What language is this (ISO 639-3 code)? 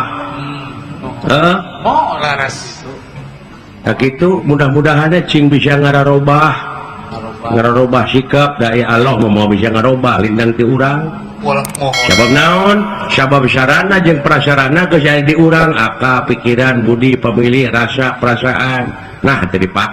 sun